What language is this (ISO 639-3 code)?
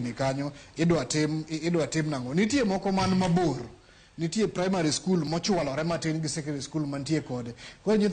luo